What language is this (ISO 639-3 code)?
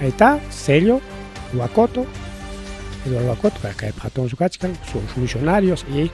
quy